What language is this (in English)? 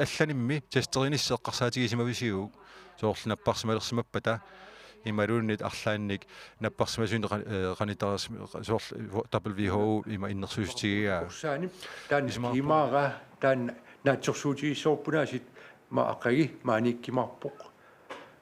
Kalaallisut